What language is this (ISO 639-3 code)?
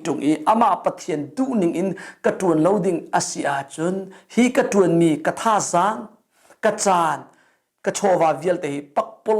cnh